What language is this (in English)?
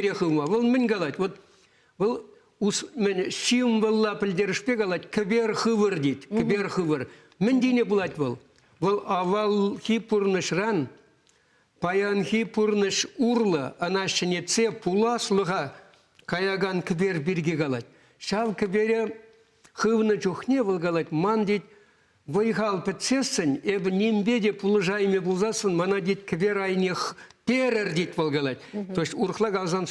Chuvash